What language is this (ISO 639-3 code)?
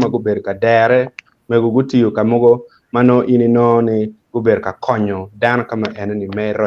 ach